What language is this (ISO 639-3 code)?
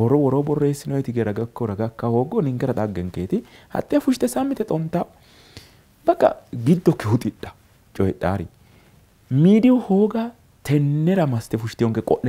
sid